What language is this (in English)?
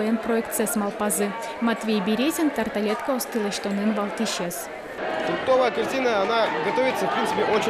Udmurt